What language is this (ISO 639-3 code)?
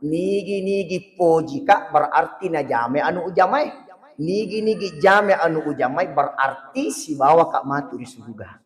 bug